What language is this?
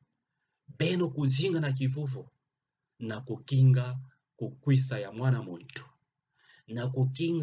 Kituba (Democratic Republic of Congo)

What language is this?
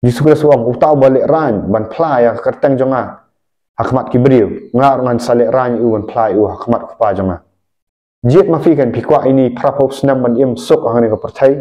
Khasi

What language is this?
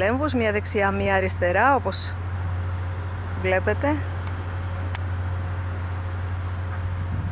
Greek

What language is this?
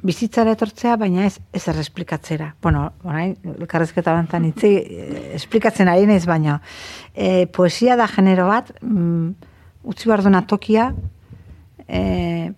Basque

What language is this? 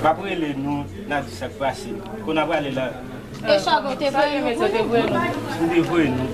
Haitian Creole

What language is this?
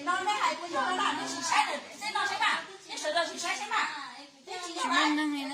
Hmong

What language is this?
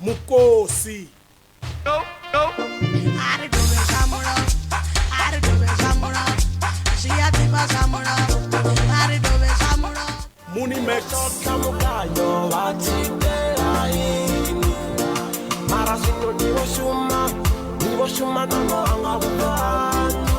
Venda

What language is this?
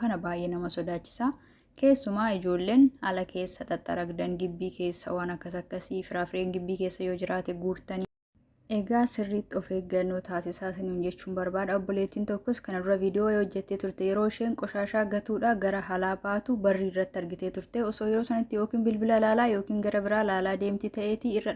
Oromo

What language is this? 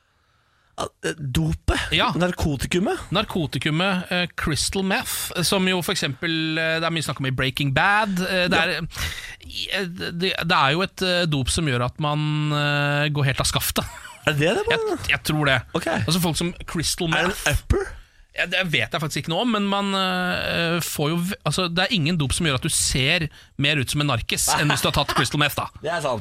Norwegian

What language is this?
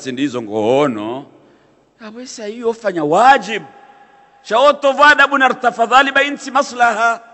Swahili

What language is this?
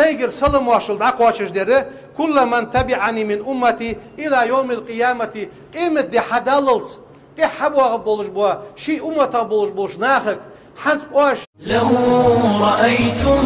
Ingush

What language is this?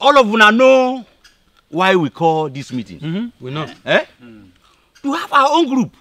Nigerian Pidgin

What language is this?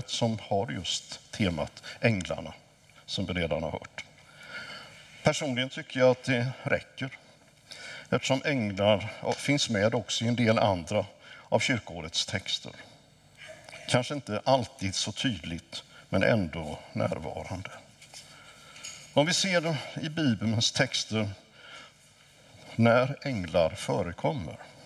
Swedish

